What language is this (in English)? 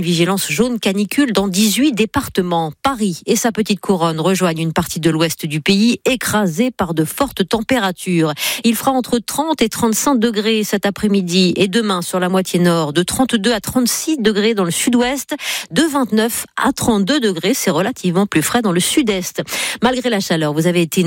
French